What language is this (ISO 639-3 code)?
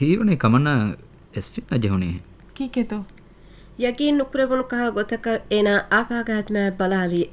div